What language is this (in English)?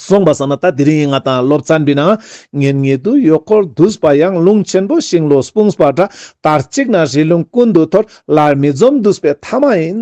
Ladakhi